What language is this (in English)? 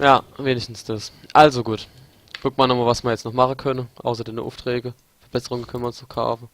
Palatine German